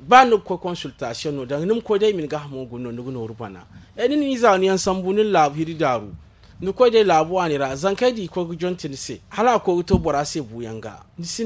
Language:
Zarma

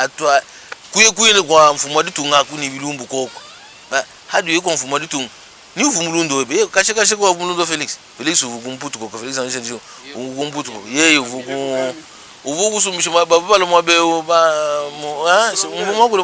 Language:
Luba-Lulua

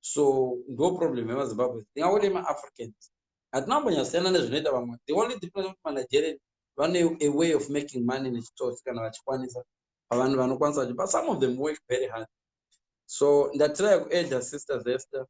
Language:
Shona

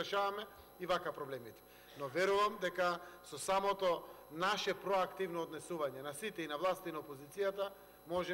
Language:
Macedonian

